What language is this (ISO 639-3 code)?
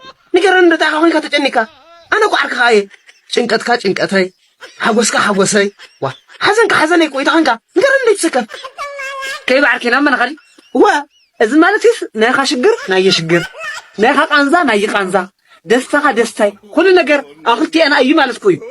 tir